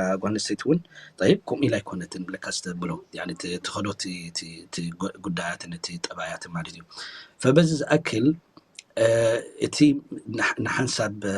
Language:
Tigrinya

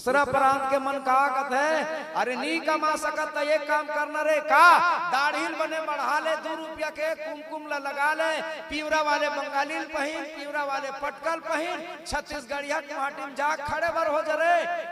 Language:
Chhattisgarhi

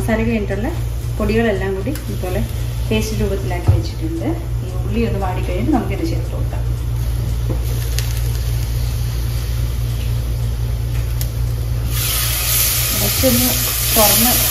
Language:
Malayalam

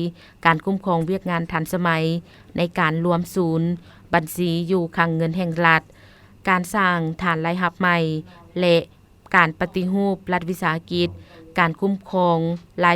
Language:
Lao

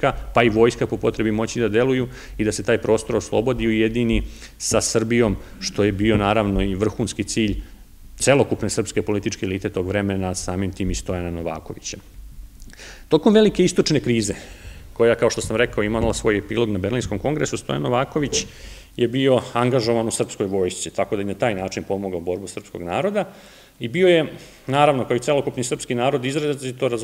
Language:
Serbian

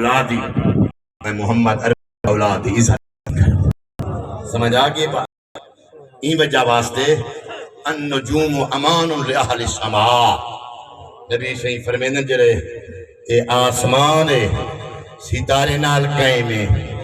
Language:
Saraiki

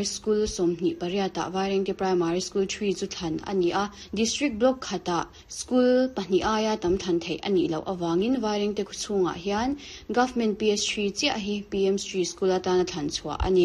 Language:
Mizo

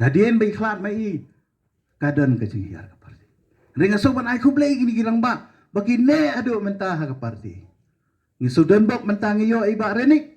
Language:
Khasi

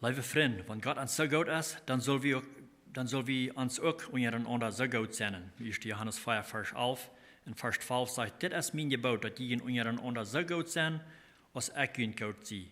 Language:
Plautdietsch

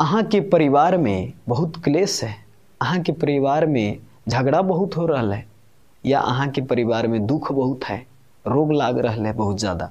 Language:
Maithili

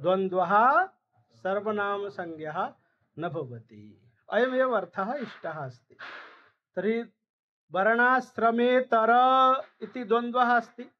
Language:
Sanskrit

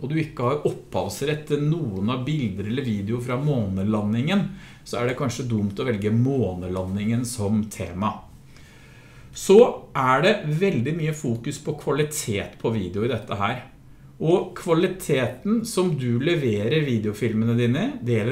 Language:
Norwegian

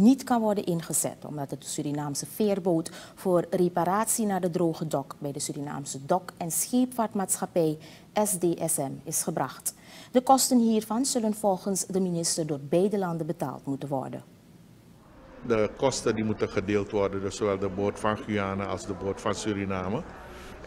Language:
Dutch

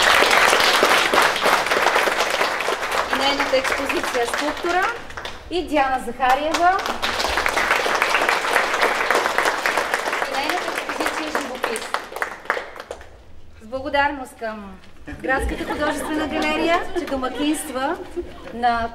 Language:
Bulgarian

